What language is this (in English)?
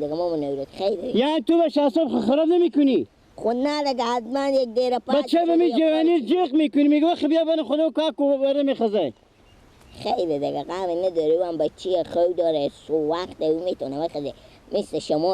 Persian